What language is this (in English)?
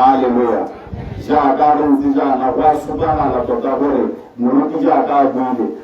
Tswana